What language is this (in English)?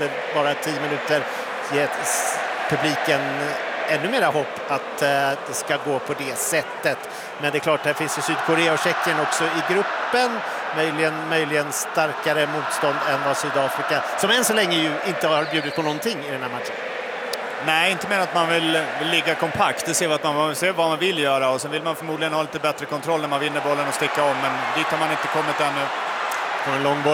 Swedish